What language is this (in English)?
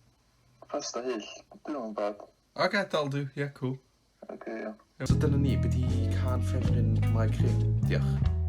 Welsh